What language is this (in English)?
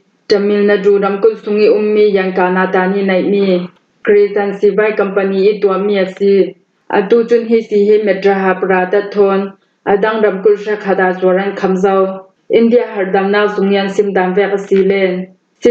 Falam Chin